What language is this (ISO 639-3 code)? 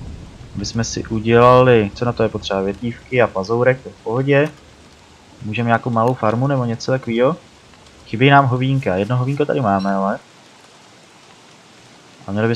ces